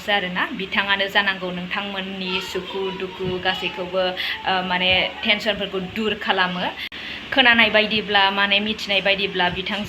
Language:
Bodo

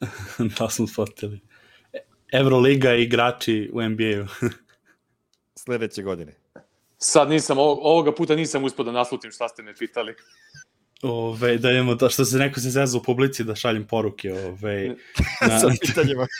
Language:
Serbian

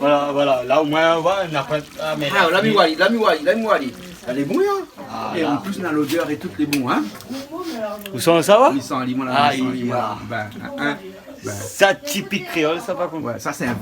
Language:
Réunion Creole French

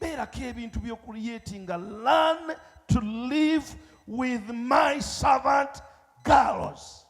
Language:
Ganda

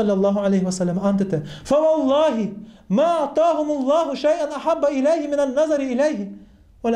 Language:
Kumyk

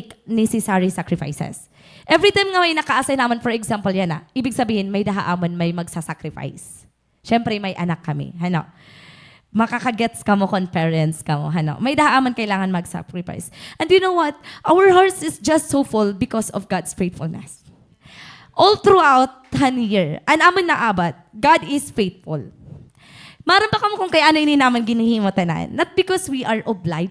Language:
Waray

